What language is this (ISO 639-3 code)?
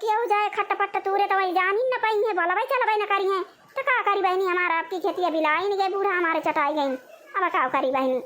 awa